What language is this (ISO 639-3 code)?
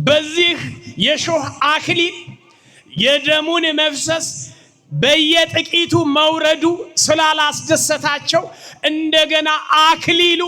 amh